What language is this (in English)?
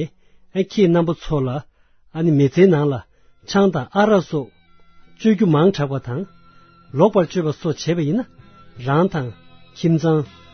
Tibetan